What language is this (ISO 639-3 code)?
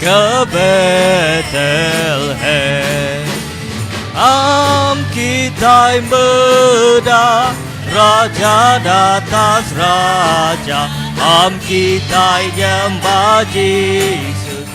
iba